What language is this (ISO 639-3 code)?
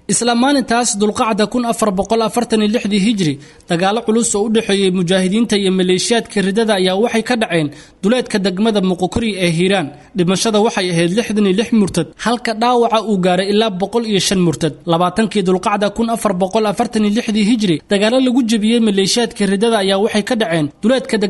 som